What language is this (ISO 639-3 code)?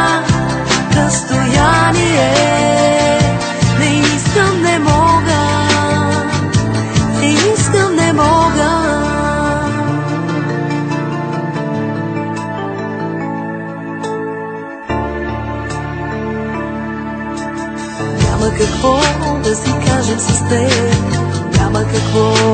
bul